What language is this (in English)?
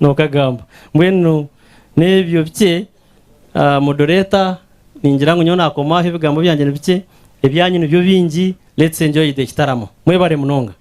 Nyankole